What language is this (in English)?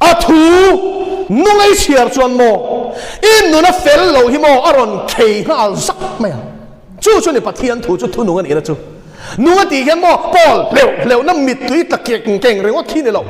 Mizo